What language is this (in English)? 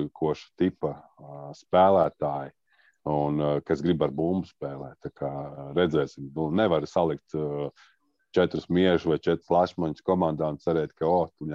Latvian